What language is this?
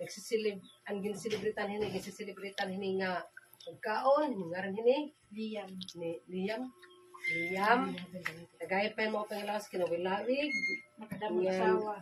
Waray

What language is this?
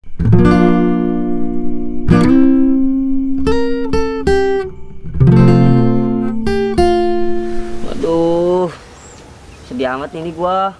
Betawi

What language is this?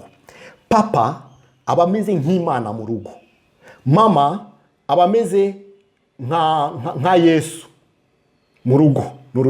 Kinyarwanda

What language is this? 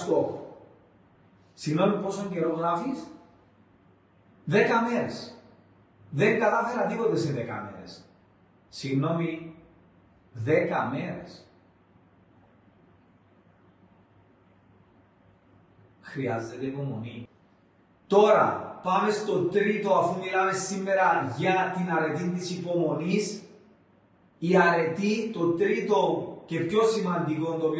Greek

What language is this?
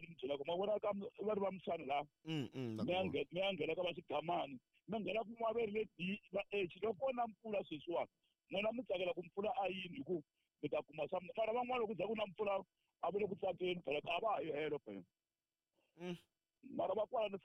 Tsonga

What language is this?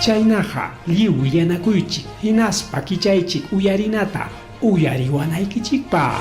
Ayacucho Quechua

